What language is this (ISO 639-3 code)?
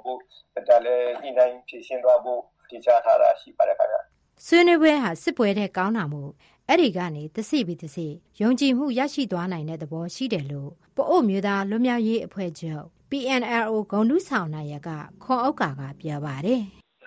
mya